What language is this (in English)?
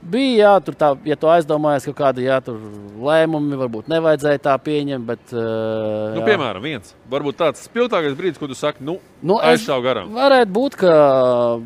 Latvian